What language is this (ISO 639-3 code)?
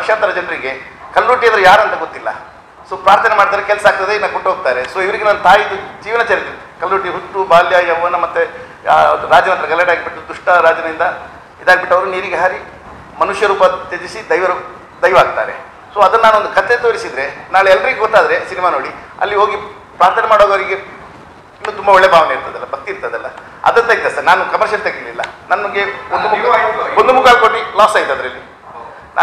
kan